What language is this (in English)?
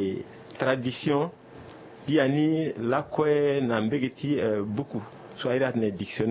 Sango